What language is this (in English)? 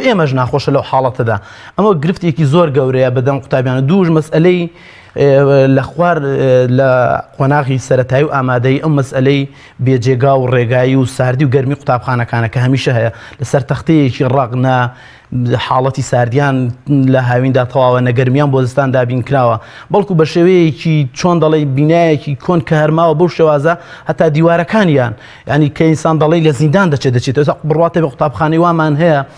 Central Kurdish